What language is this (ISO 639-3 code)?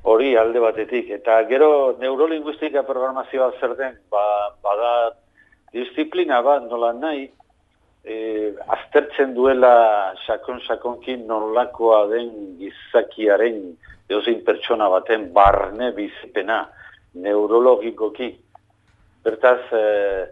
eus